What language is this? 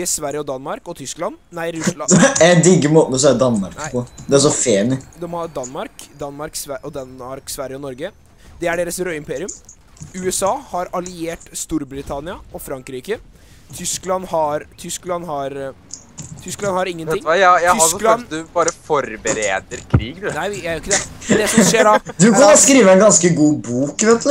Norwegian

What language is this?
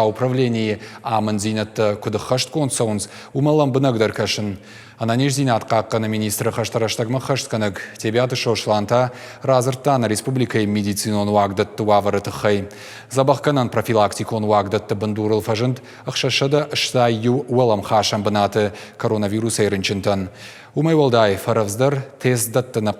Ossetic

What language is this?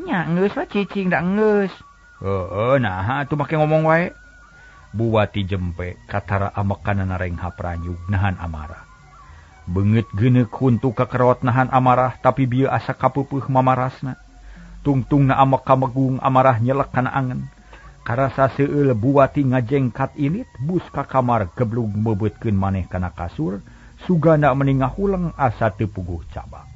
Sundanese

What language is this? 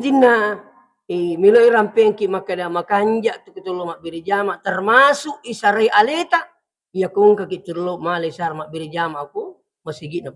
Buginese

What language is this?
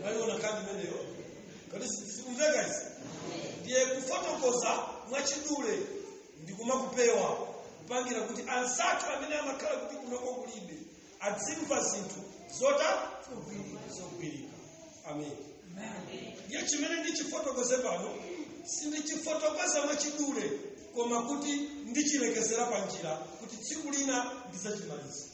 Nyanja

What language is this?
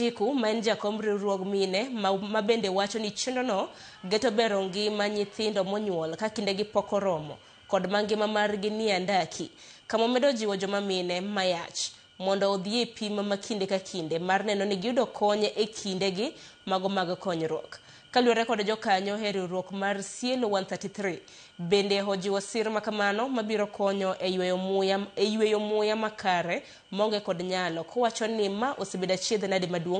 Luo (Kenya and Tanzania)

